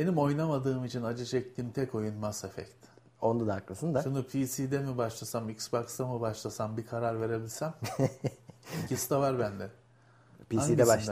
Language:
Turkish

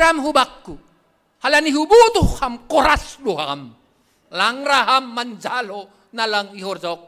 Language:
Batak Simalungun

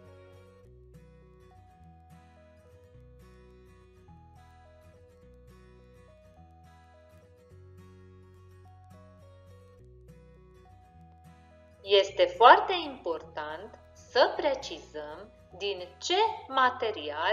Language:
Romanian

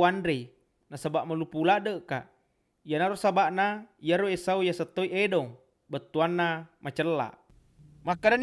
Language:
Buginese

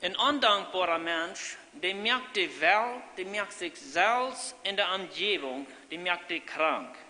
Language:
Plautdietsch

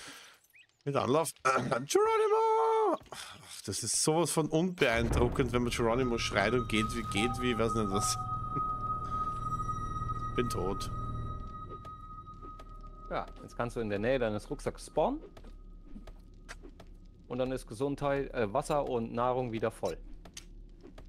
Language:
German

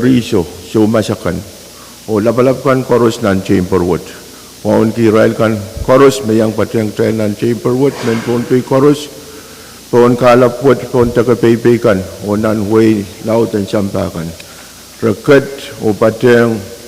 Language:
Pohnpeian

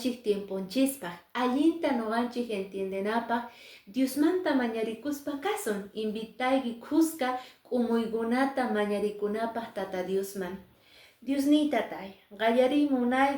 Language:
Quechua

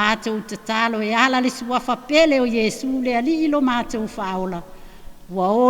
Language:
Samoan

